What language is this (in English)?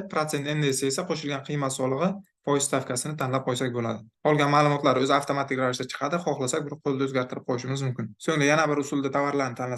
Uzbek